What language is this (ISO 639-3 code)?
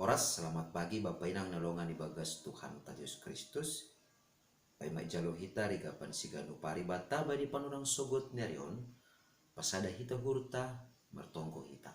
bts